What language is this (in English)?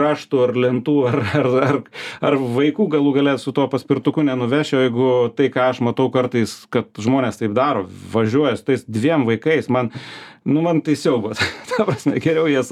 Lithuanian